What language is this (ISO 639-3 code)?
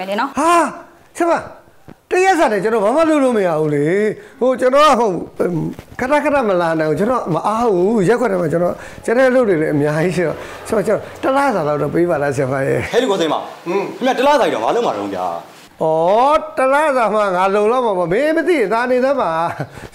mya